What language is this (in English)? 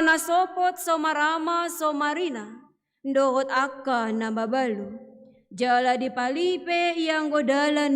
Batak Toba